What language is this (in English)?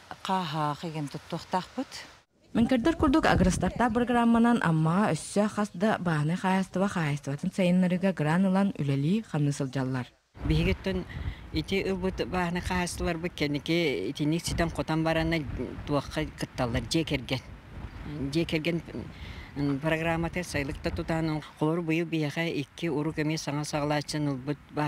Yakut